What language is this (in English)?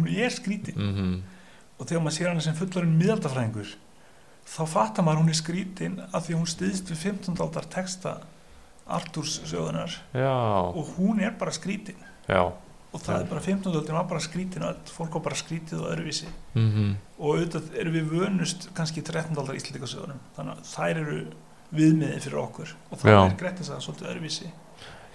Icelandic